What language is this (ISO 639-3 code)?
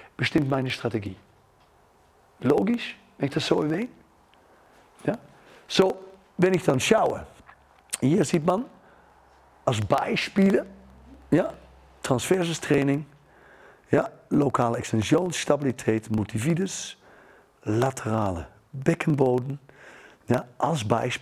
deu